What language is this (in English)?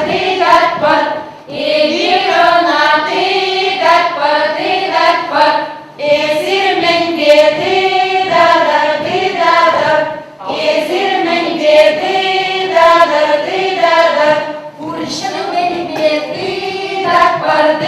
Chuvash